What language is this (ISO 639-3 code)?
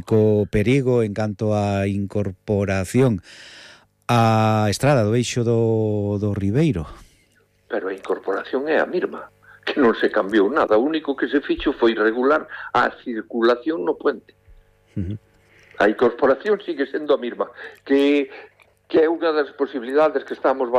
glg